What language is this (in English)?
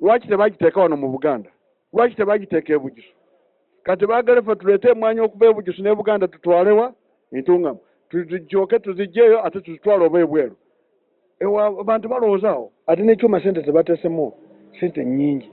Ganda